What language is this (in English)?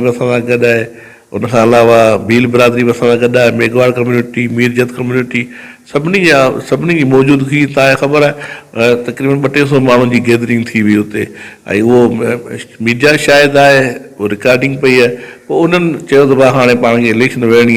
Sindhi